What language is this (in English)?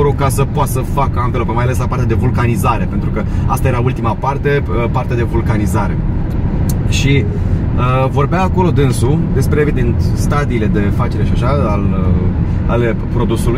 Romanian